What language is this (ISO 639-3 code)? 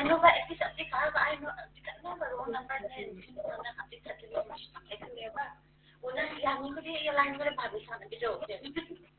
kha